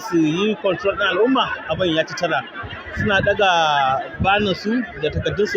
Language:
Hausa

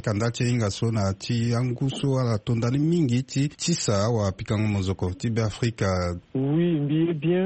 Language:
Sango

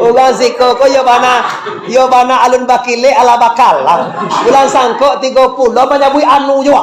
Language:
Minangkabau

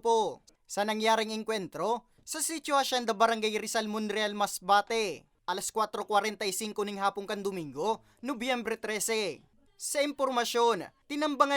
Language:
Bikol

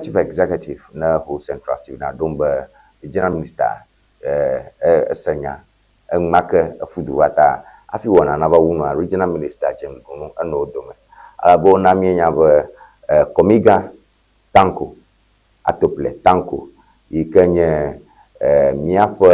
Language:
Ewe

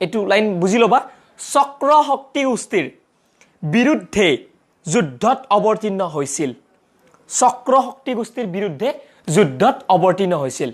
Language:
Assamese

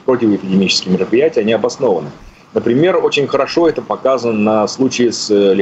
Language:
Russian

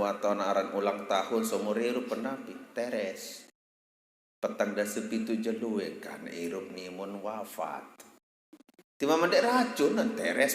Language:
Sasak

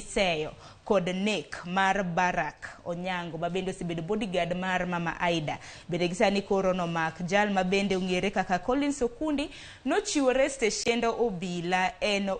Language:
Luo (Kenya and Tanzania)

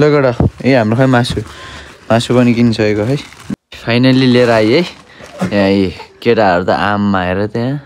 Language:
Nepali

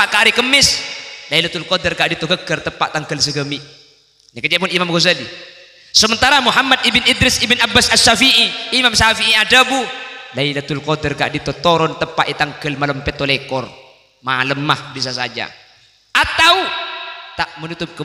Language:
Madurese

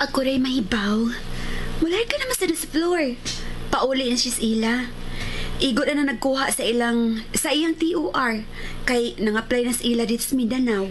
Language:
Cebuano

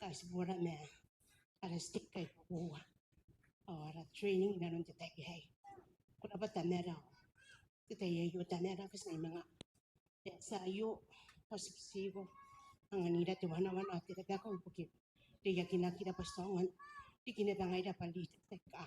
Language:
Gilbertese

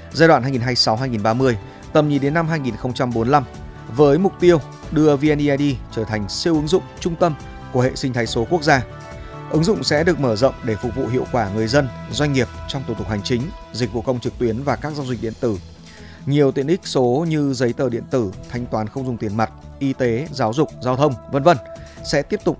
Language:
Vietnamese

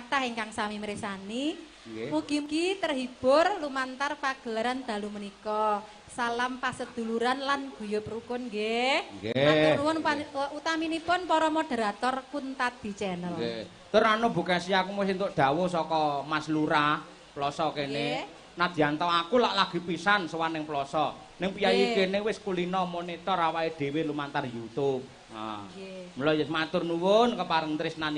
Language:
Javanese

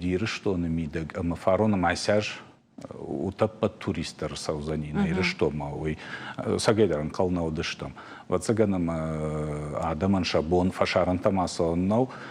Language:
Ossetic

